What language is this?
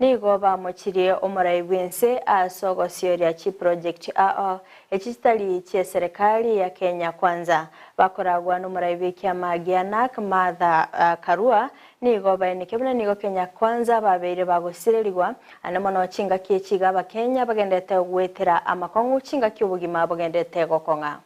Gusii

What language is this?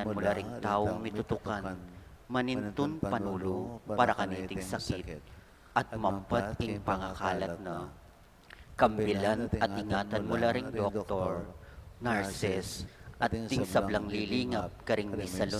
Pampanga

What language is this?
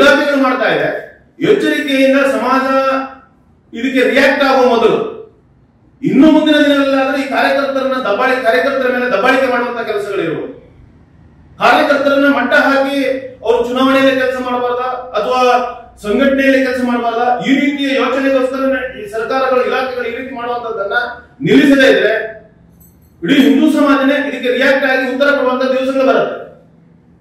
Kannada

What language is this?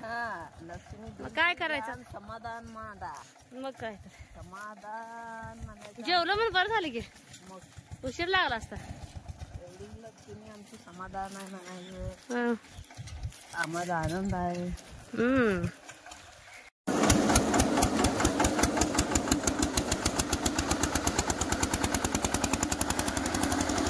Marathi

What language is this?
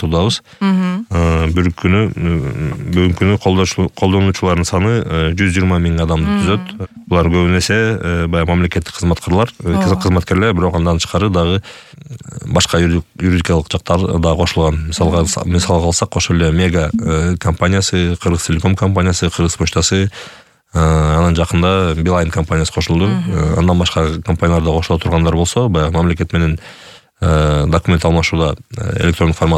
Kyrgyz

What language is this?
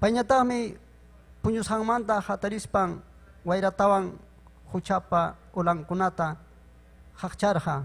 Ayacucho Quechua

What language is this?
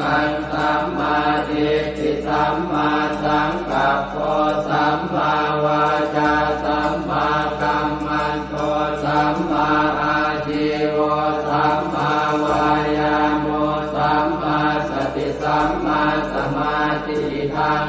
Pali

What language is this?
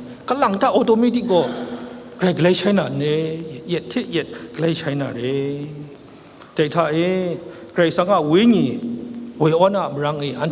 Kachin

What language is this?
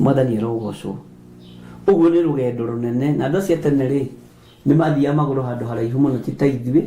Kikuyu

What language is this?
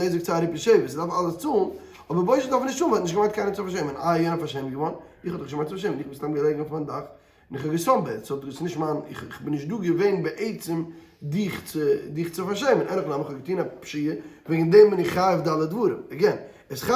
Yiddish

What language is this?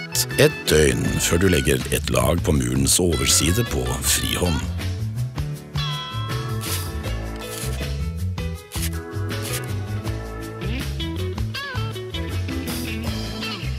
Norwegian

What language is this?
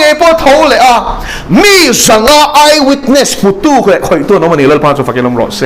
Mizo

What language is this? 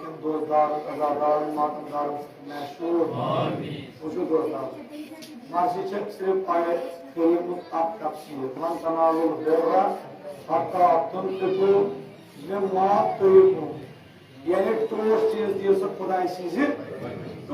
Kashmiri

